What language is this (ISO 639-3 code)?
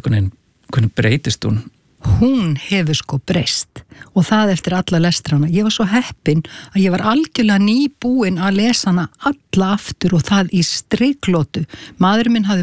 isl